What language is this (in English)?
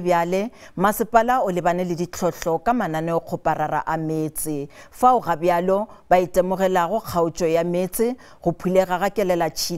Northern Sotho